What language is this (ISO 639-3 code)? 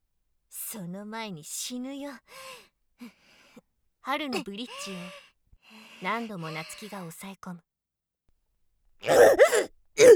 jpn